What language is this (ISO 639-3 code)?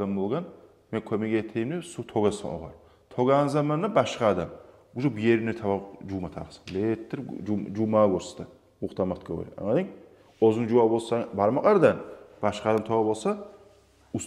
kum